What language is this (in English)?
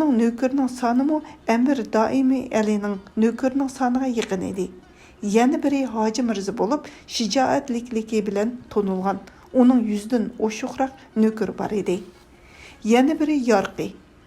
Uyghur